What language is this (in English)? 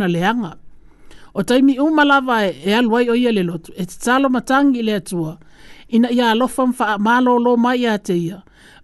Samoan